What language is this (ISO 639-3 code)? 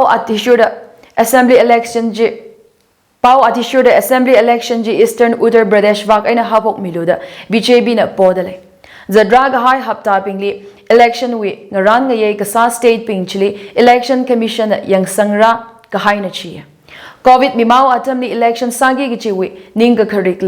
nmf